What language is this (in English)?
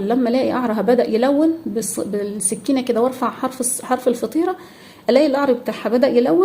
Egyptian Arabic